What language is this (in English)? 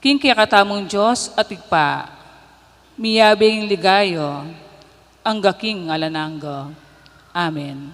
Pampanga